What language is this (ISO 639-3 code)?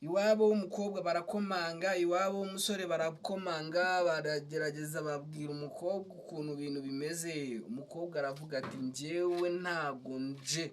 kin